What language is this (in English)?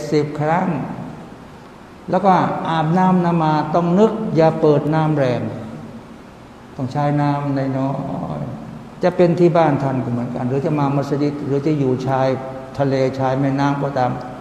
Thai